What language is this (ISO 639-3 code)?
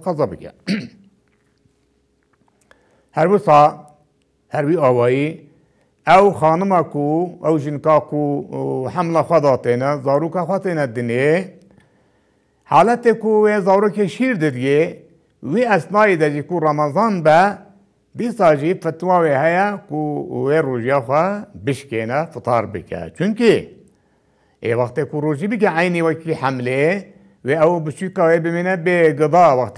kur